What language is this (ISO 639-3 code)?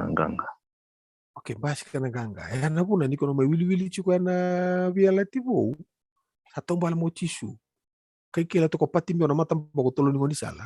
fij